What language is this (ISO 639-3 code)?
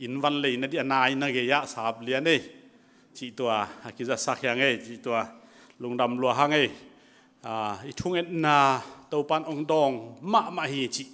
cnh